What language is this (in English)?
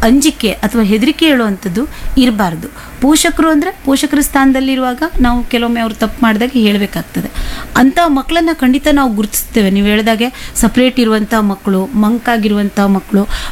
Kannada